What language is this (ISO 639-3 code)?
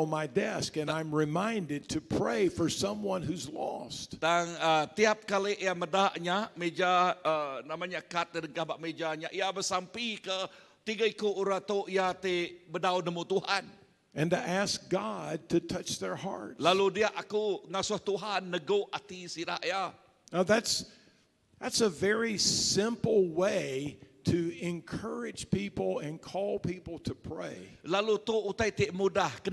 iba